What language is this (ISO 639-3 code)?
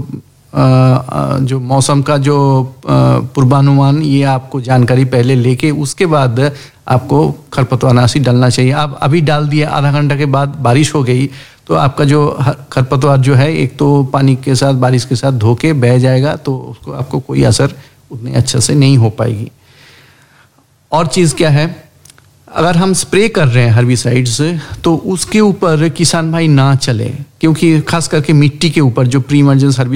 hin